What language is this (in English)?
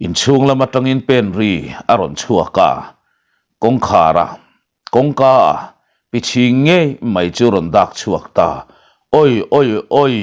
Mizo